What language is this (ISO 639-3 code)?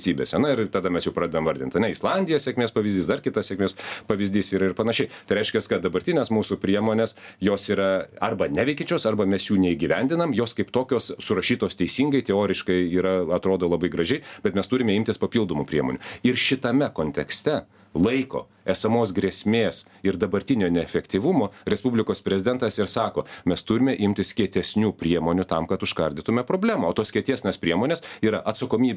lit